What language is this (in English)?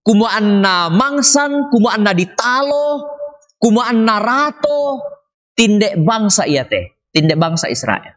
Toraja-Sa'dan